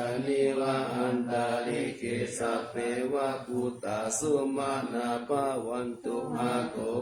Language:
Pali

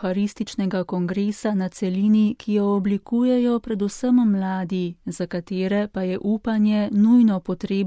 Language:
Slovenian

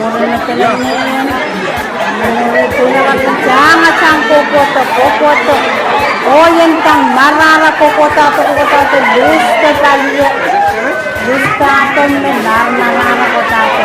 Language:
Pohnpeian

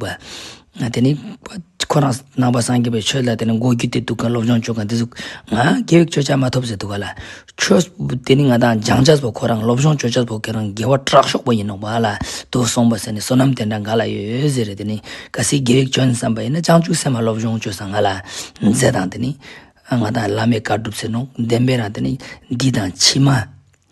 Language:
Ladakhi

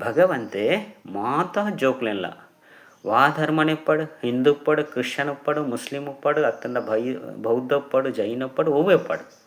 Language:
Tulu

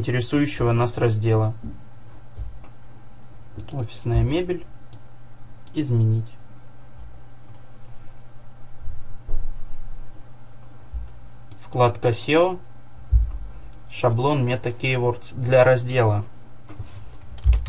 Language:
Russian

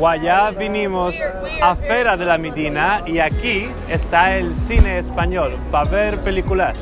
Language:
Ladino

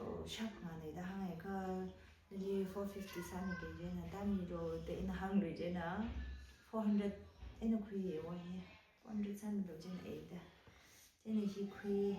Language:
Tangkhul Naga (India)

